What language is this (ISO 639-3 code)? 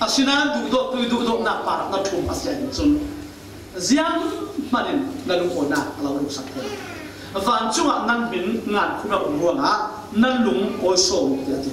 cfm